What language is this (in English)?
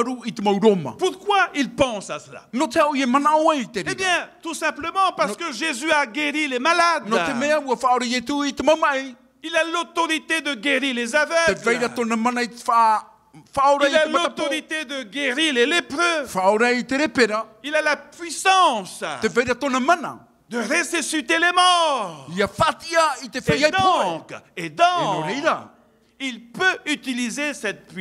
Tahitian